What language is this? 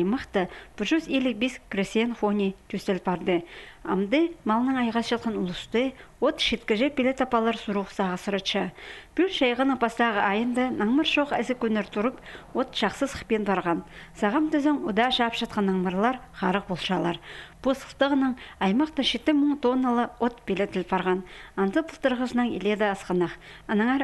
Khakas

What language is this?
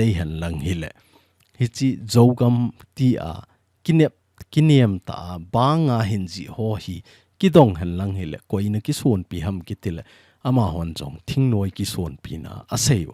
Thado Chin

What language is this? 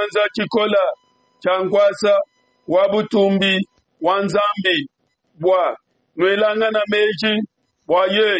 Luba-Lulua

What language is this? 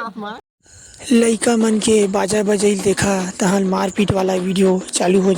Chhattisgarhi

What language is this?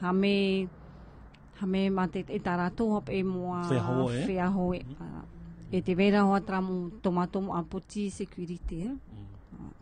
Tahitian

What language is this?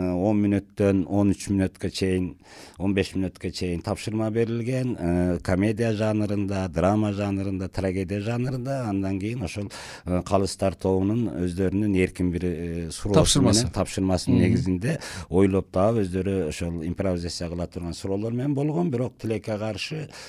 Kyrgyz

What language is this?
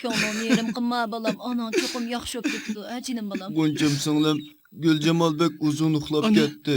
Uyghur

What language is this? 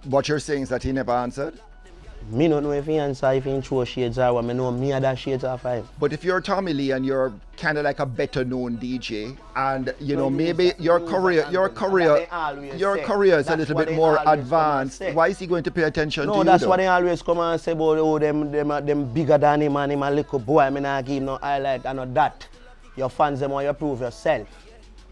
Jamaican Creole English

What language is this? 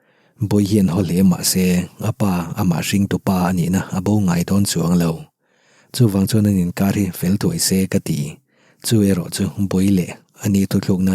Mizo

